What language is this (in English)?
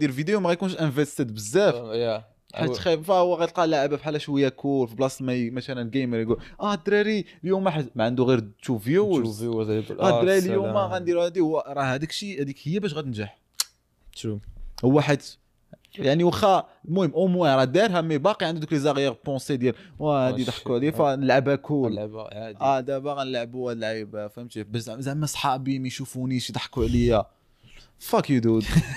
Moroccan Arabic